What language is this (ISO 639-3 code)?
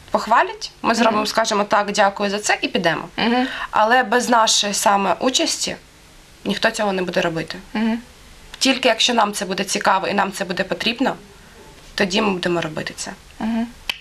ukr